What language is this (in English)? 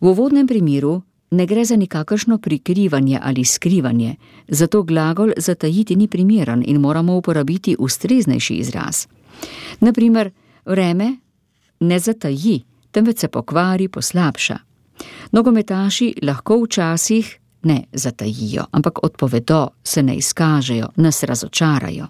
Slovenian